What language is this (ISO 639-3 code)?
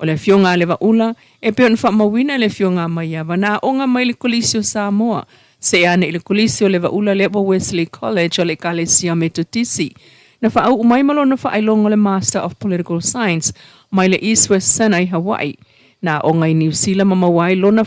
smo